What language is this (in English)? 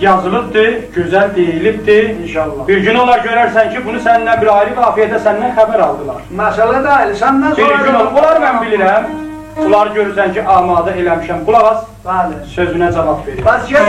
South Azerbaijani